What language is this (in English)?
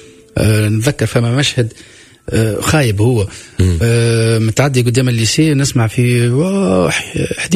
Tunisian Arabic